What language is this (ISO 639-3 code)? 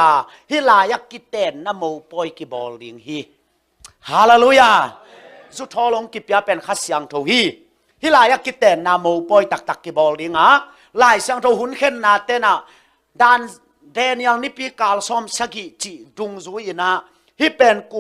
ctd